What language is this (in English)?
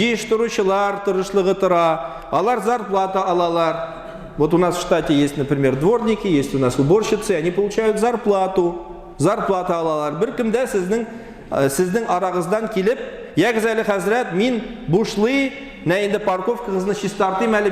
Tatar